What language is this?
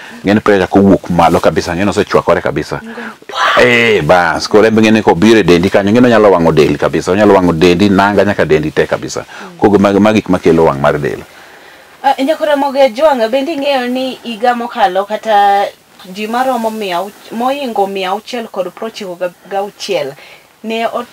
Luo (Kenya and Tanzania)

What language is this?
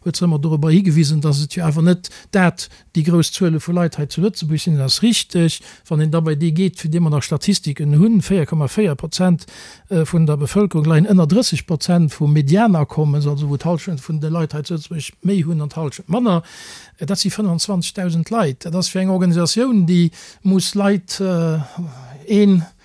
Luxembourgish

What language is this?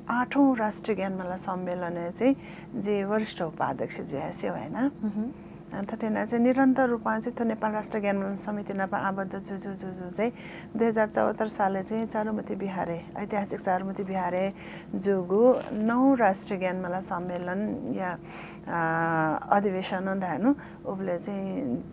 Newari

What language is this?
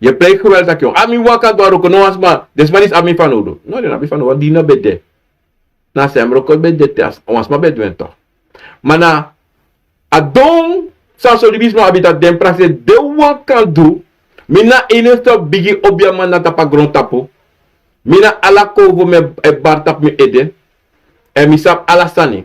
Sranan Tongo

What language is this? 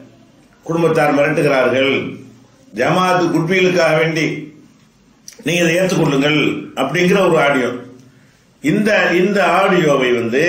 Tamil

